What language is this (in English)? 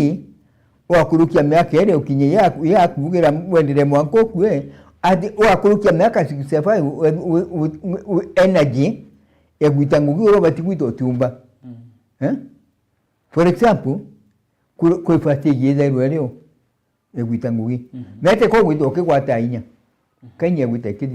Meru